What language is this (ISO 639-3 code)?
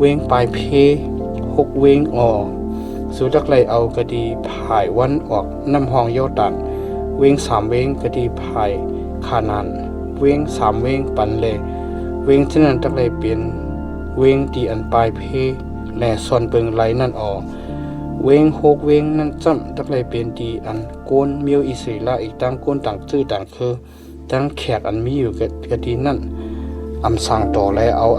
shn